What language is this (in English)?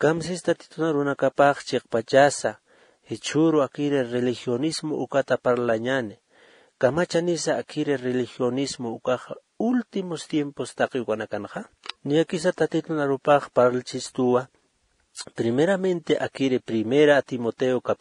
Aymara